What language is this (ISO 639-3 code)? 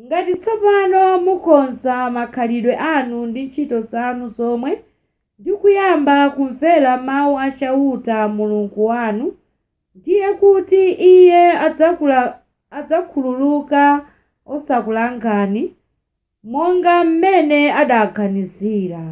nya